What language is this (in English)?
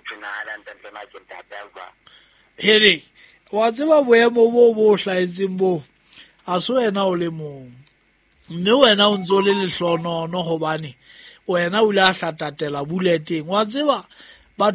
Southern Sotho